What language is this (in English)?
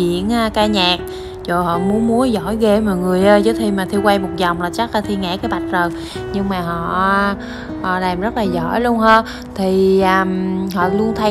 Vietnamese